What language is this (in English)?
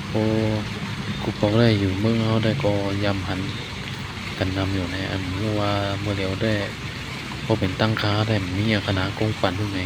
Shan